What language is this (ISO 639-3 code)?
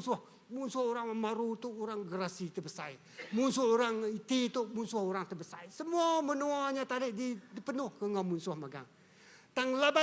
iba